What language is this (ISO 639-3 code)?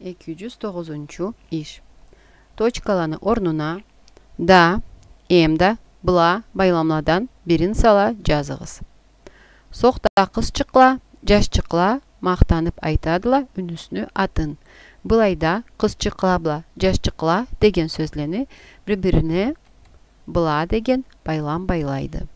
krc